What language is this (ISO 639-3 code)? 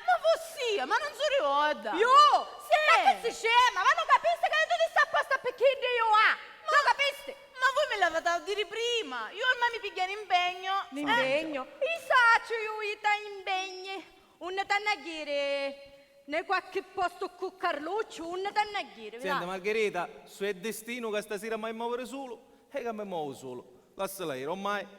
scn